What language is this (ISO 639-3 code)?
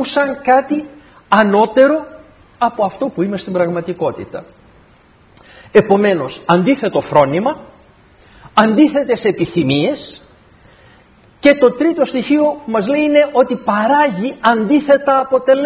ell